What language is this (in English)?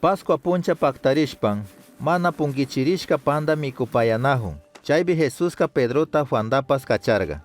Chimborazo Highland Quichua